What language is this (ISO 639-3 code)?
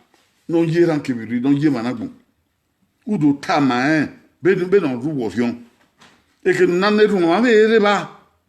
bin